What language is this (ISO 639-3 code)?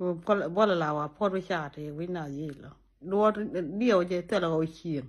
nus